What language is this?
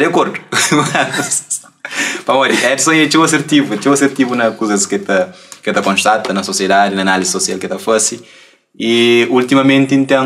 Kabuverdianu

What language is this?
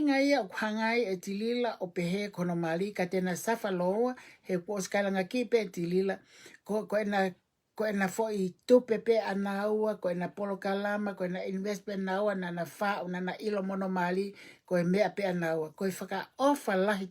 Tongan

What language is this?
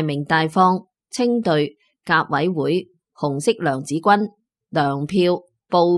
Cantonese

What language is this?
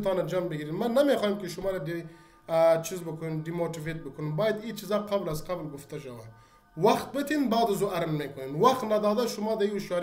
Persian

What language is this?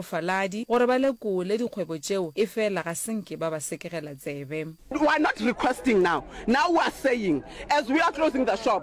Northern Sotho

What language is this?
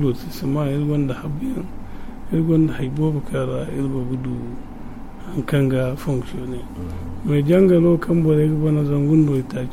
Zarma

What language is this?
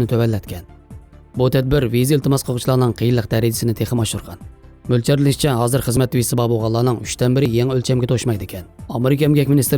Uyghur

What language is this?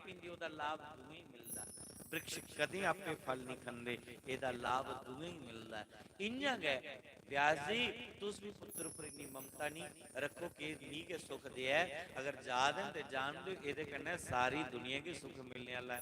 Dogri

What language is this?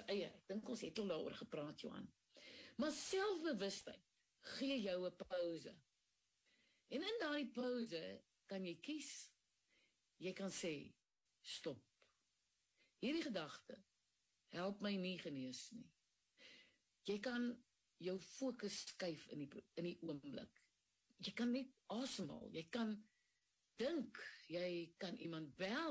Afrikaans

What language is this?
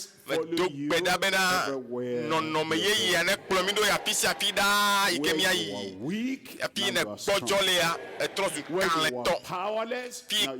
Ewe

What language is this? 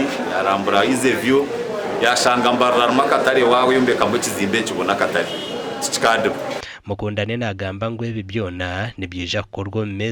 Nyankole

